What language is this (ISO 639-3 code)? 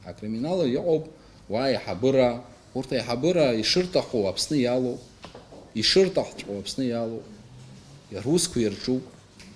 abk